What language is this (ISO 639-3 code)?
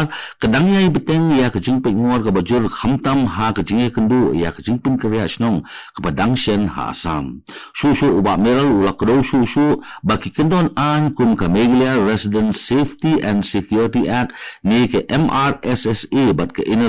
kha